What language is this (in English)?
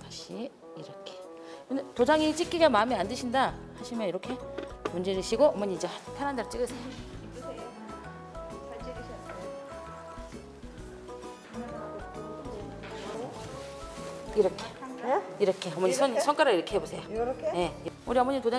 Korean